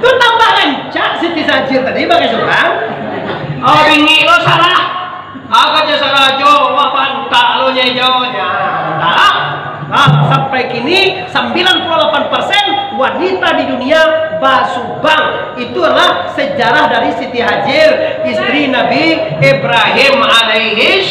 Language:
Minangkabau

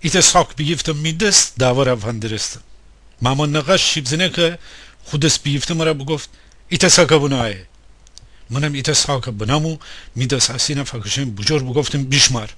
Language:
Gilaki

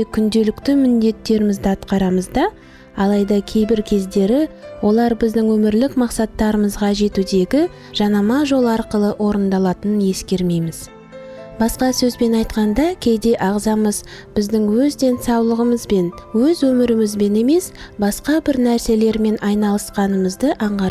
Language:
Kazakh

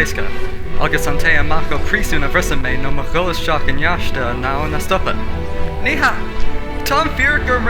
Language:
Irish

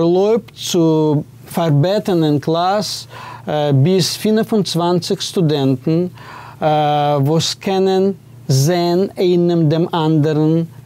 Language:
Yiddish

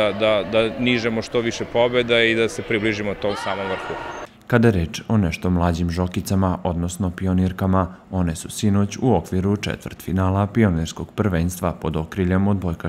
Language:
Serbian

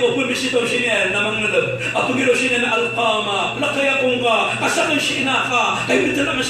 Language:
Maranao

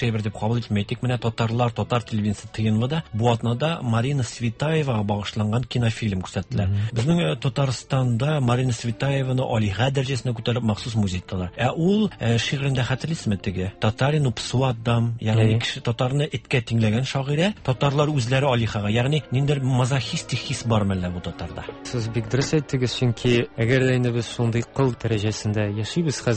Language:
Tatar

